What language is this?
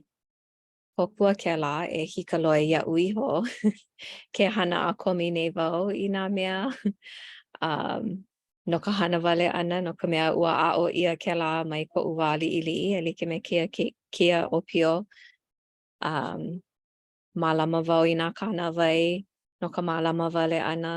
Hawaiian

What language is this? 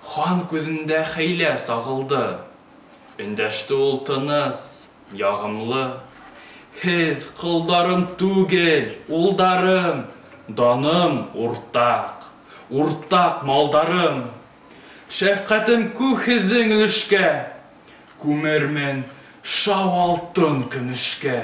Bashkir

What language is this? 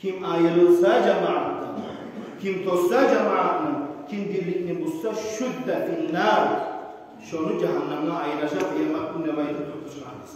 Kumyk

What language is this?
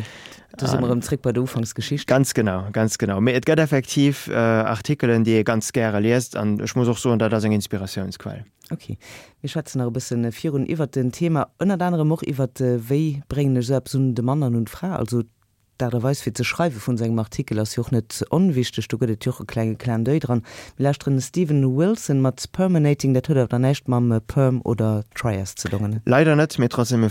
Luxembourgish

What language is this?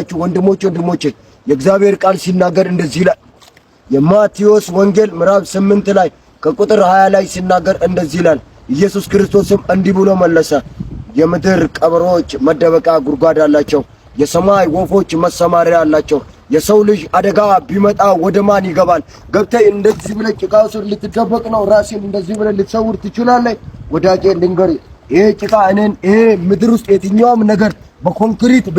Amharic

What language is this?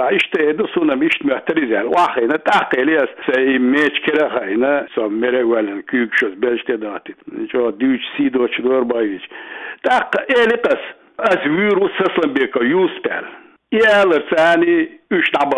Chechen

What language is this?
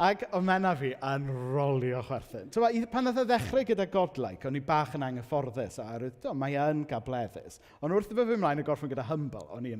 Welsh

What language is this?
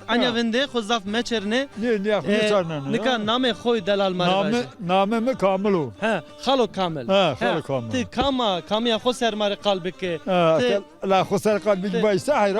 Zaza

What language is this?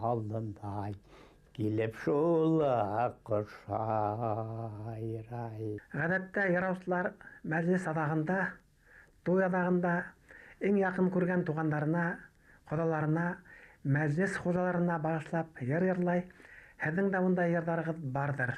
Bashkir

